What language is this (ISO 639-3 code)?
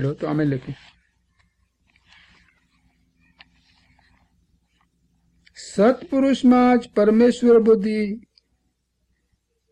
guj